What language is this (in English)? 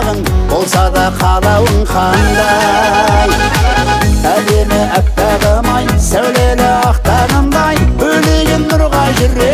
Kazakh